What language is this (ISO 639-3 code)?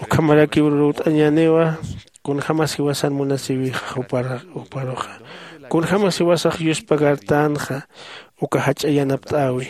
aym